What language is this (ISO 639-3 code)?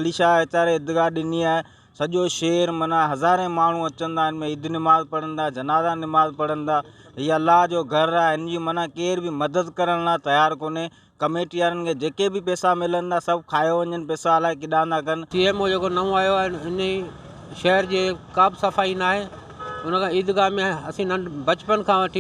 snd